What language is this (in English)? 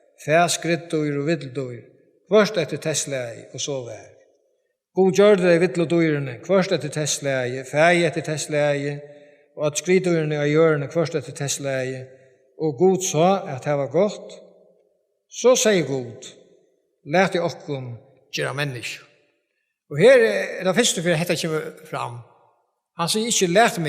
Faroese